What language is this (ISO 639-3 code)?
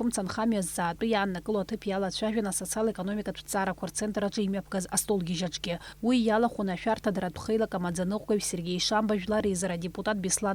abk